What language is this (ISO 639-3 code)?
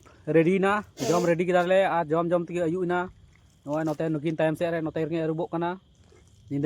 sat